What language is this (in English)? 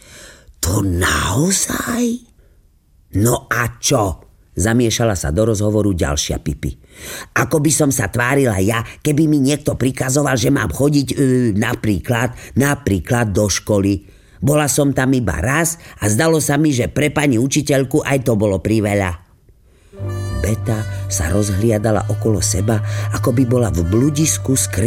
Slovak